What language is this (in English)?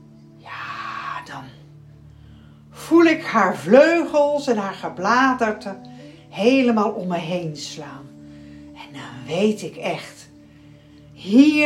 Dutch